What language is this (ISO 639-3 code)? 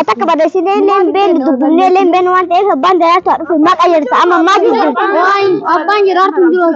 orm